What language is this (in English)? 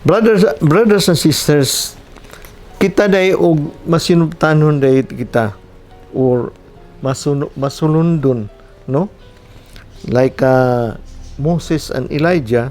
Cebuano